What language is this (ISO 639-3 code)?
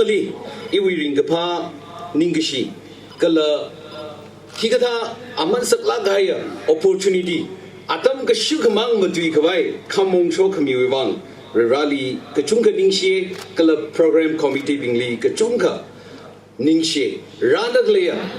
nmf